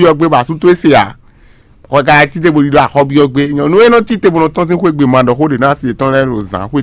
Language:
Fon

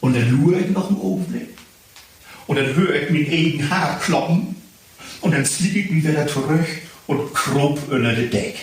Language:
Low German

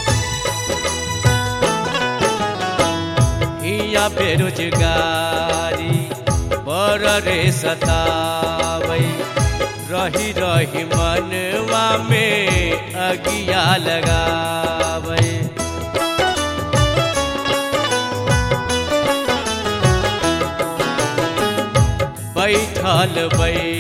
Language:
Bhojpuri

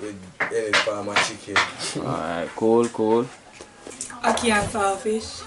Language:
Jamaican Creole English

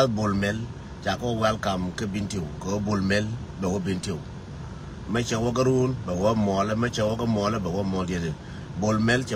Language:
Nuer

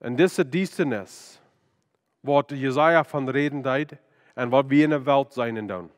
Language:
Plautdietsch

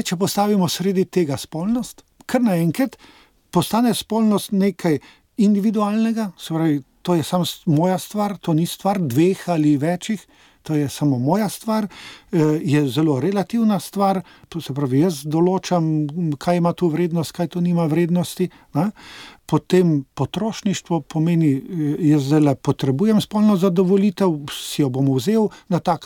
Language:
Slovenian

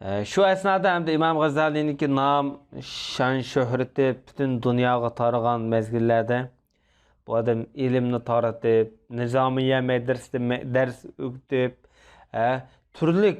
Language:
Uyghur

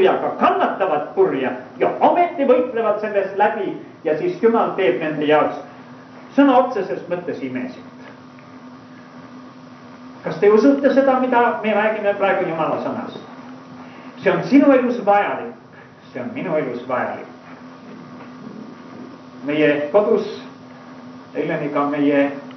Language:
Estonian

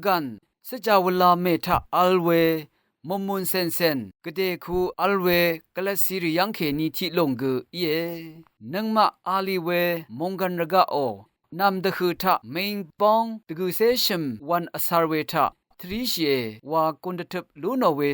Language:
Rawang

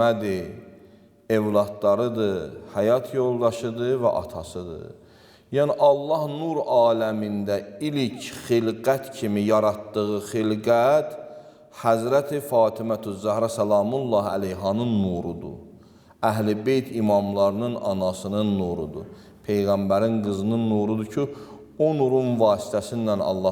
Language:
Azerbaijani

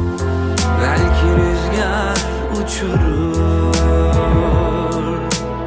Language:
Turkish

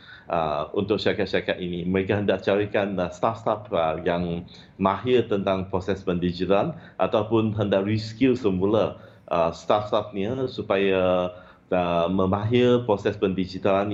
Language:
Malay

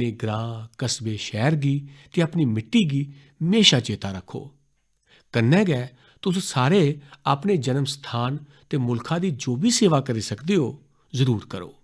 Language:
Dogri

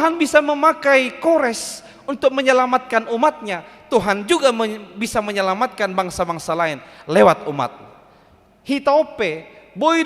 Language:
Batak Toba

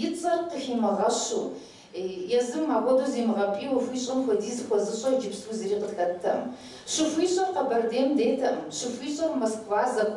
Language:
Kabardian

